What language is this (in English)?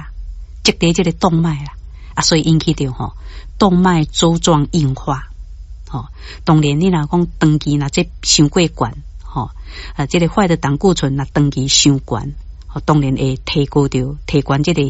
Min Nan Chinese